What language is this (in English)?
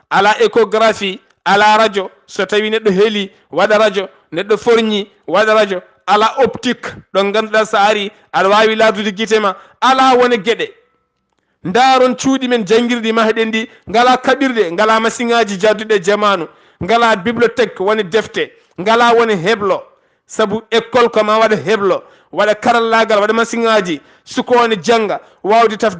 Fula